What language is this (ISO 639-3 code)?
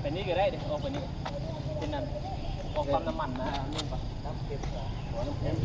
lao